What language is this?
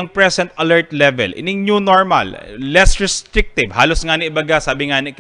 Bikol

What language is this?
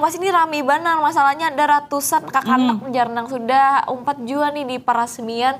Banjar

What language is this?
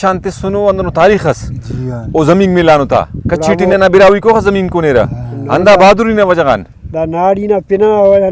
Brahui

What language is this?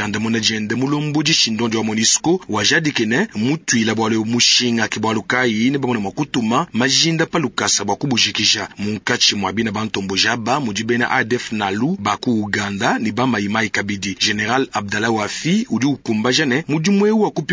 Luba-Lulua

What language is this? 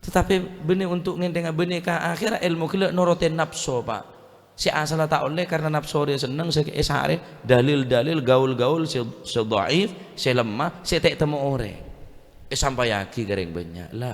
Madurese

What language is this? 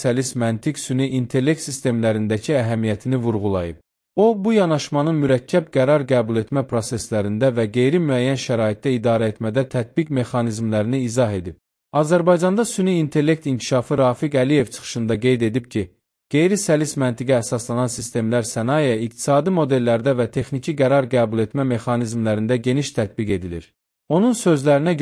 Azerbaijani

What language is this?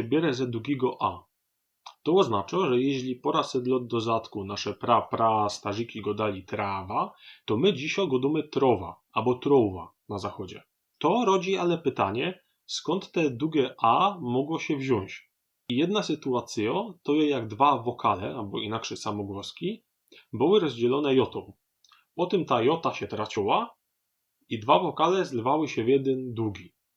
Silesian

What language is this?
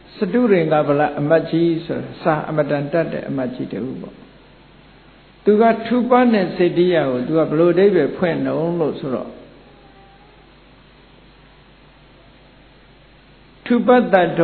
Burmese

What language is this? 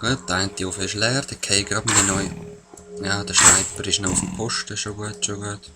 Swiss German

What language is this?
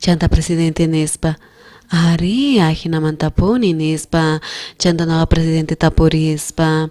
South Bolivian Quechua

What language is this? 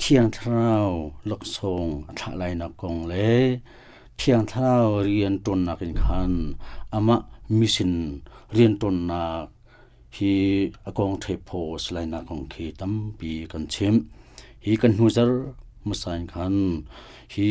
Hakha Chin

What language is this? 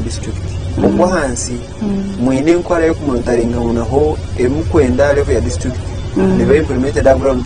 Nyankole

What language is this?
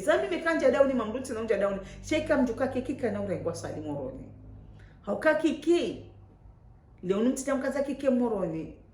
Ngazidja Comorian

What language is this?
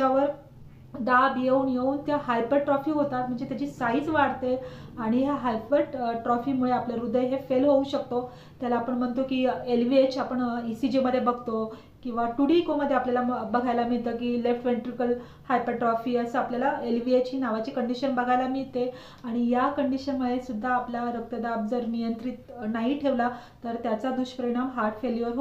Marathi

